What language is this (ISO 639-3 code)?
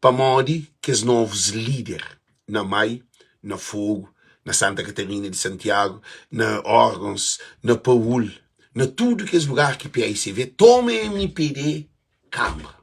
kea